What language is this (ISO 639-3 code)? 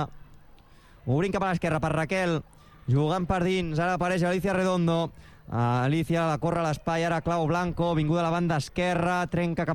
cat